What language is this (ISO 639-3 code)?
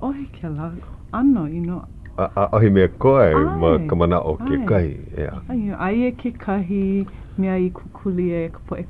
haw